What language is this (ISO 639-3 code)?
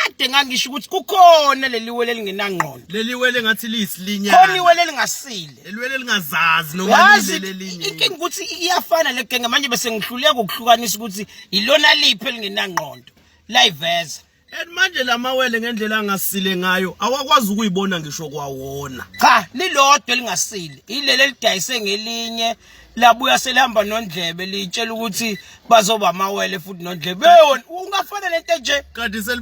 zul